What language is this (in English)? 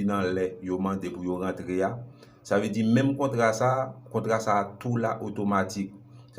Haitian Creole